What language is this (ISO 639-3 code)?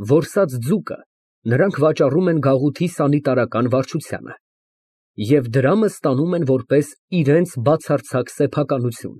hye